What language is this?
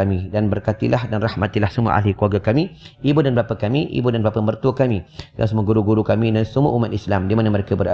Malay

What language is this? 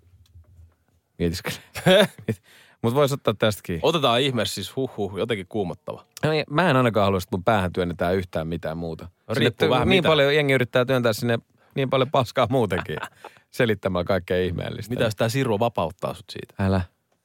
Finnish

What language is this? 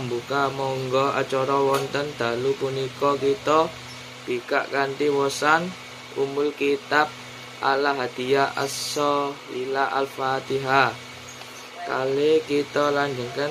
Javanese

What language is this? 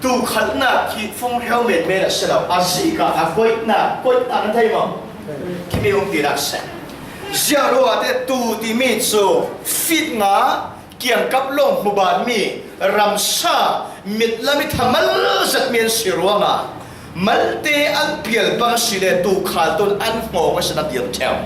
Falam Chin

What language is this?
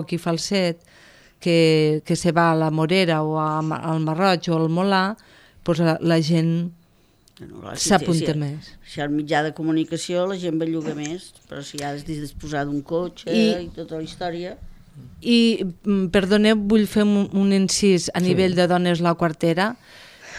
Catalan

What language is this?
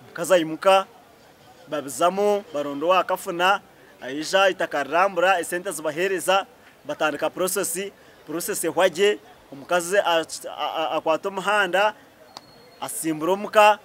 Nyankole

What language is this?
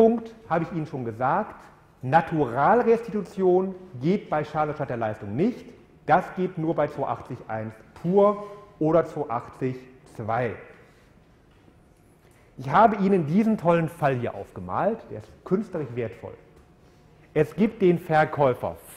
German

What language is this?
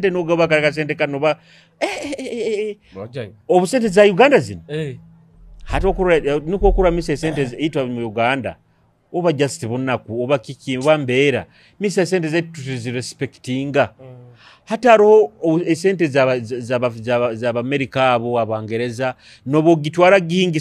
Nyoro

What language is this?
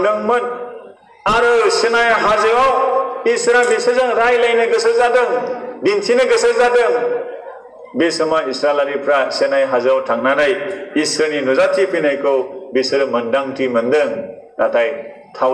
Bodo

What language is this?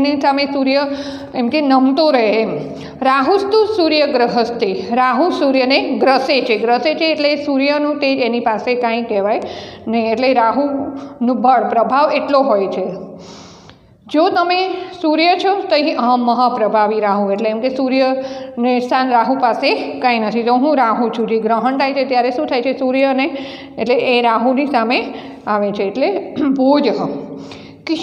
Gujarati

